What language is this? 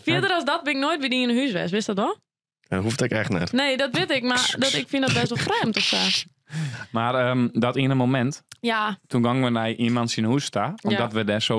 Western Frisian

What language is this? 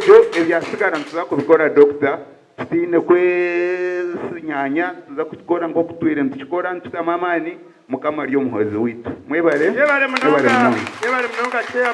Nyankole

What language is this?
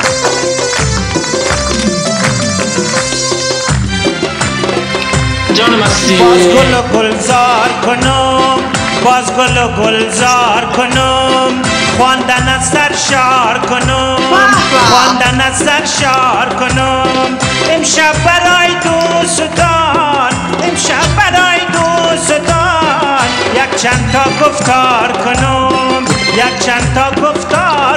Persian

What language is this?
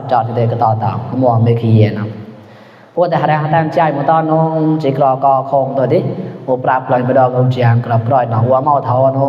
Mon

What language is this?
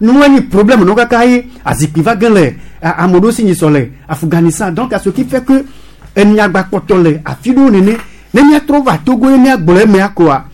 Gen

